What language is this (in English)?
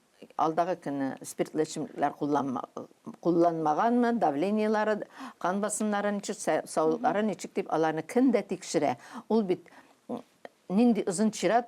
Tatar